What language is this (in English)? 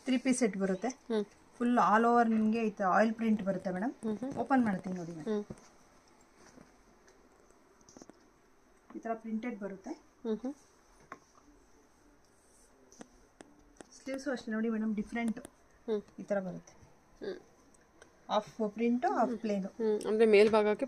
Kannada